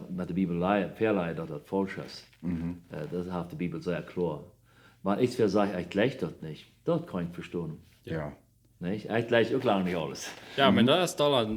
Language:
Plautdietsch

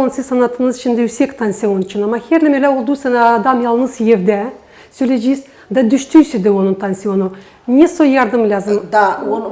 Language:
Gagauz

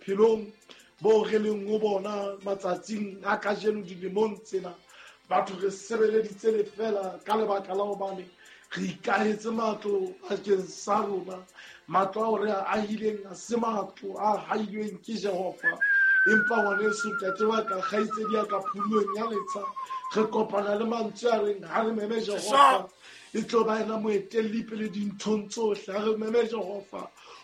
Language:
Southern Sotho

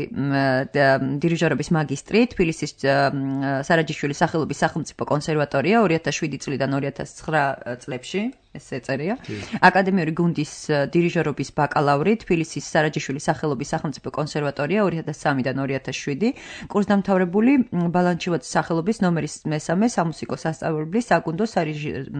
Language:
Georgian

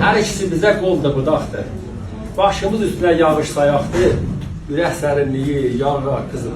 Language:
South Azerbaijani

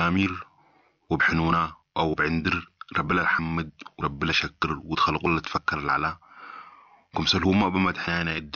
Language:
Sudanese Arabic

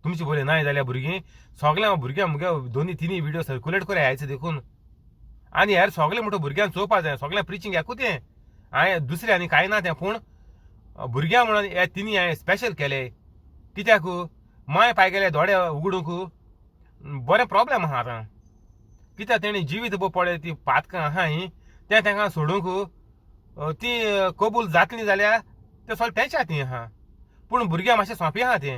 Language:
Konkani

